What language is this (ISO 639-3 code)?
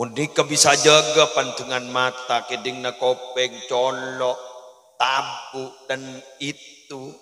mad